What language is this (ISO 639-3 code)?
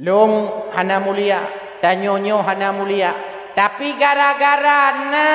ace